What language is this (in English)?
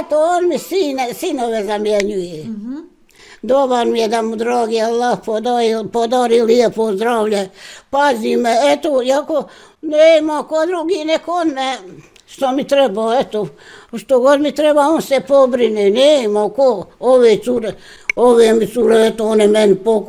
Bosnian